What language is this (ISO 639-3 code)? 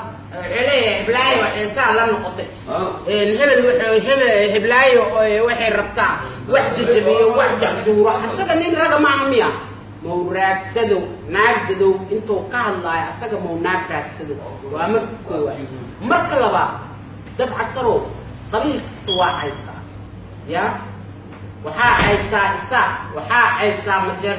som